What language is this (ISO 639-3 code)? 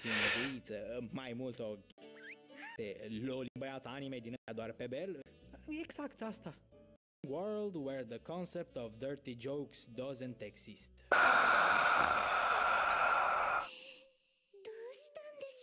ron